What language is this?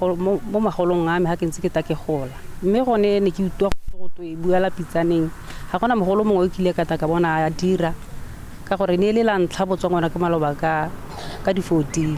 Tswana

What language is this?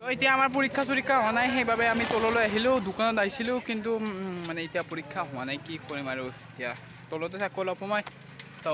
Assamese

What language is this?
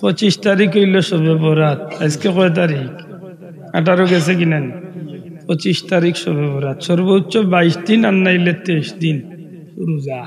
Sylheti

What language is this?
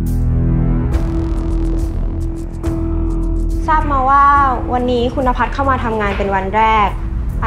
Thai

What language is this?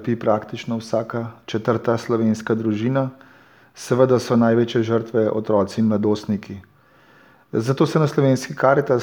Slovenian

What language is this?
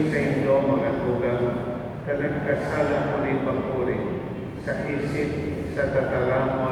Bikol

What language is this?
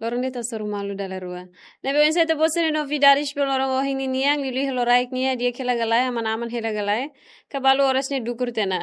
Tetum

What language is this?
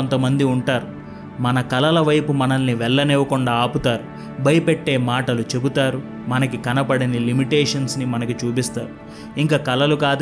Telugu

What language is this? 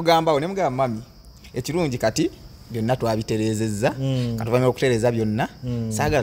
Ganda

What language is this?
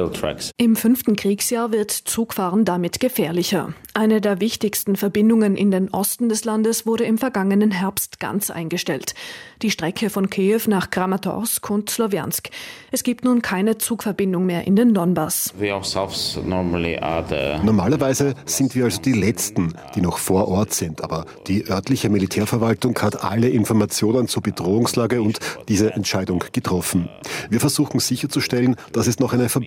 German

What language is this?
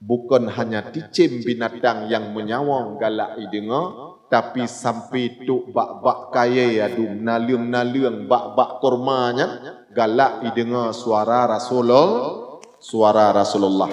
Achinese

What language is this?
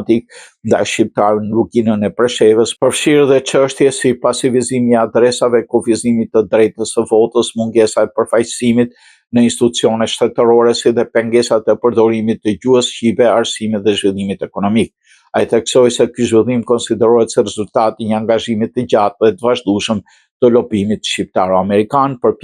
Albanian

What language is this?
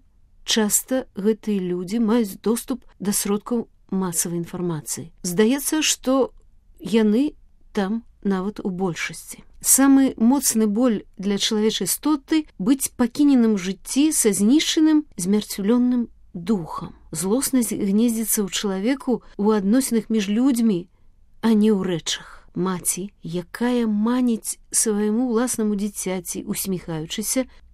Belarusian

